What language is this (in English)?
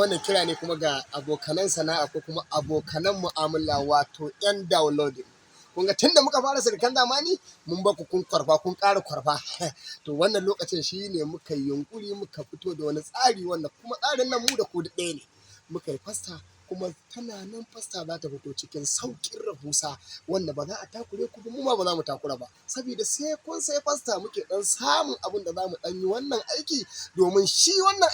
Hausa